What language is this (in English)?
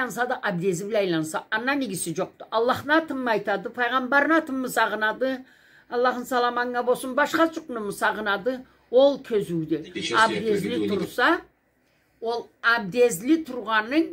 Karachay-Balkar